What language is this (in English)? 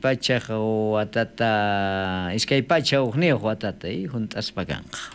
South Bolivian Quechua